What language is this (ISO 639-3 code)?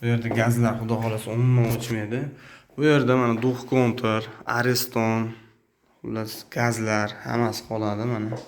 uzb